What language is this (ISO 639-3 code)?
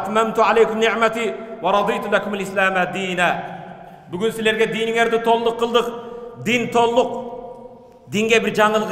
kir